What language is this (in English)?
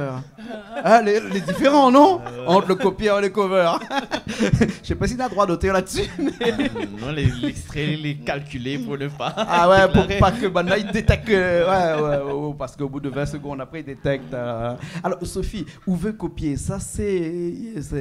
Réunion Creole French